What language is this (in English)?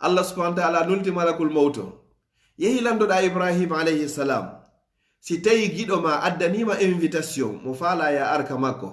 Fula